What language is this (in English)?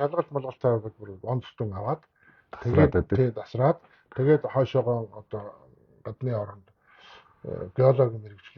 Mongolian